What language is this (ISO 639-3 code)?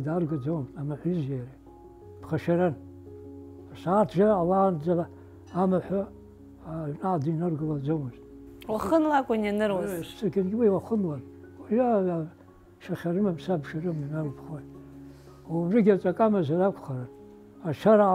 abk